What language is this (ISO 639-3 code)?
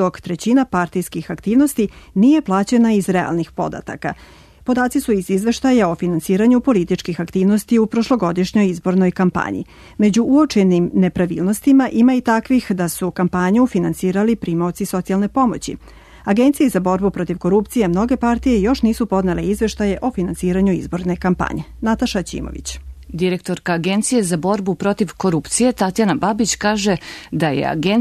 srp